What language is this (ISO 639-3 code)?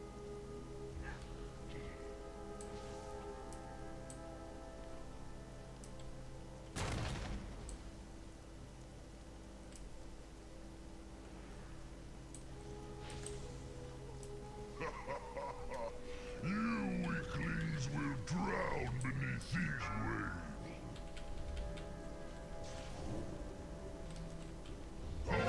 eng